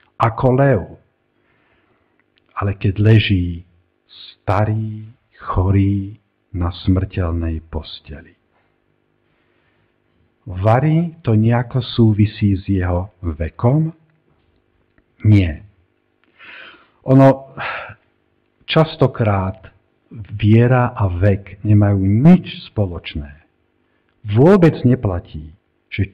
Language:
Slovak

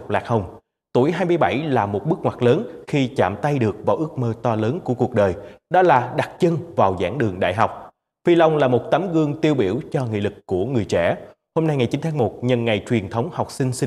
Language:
Vietnamese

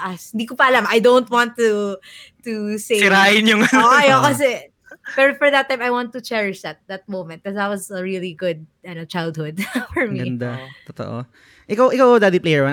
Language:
Filipino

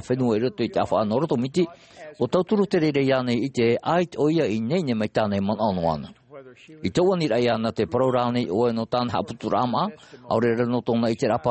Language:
Tahitian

